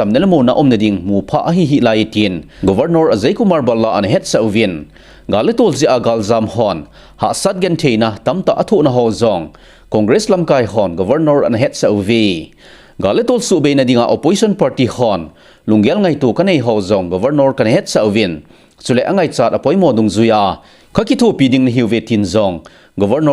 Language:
Thado Chin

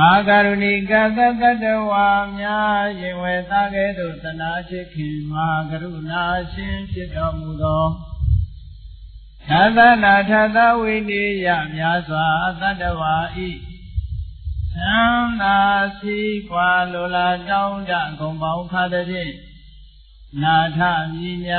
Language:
Burmese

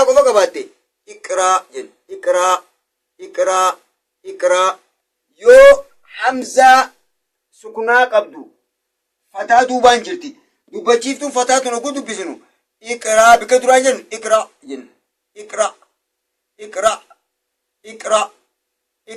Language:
Oromo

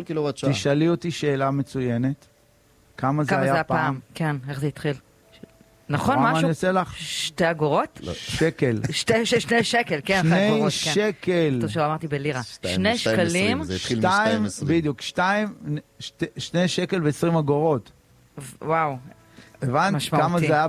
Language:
Hebrew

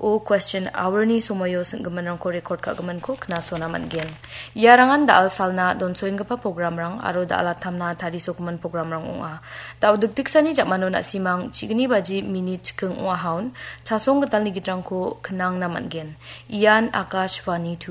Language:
Garo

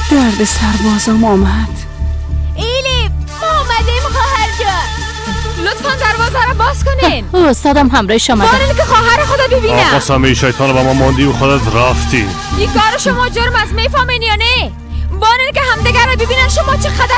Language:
Persian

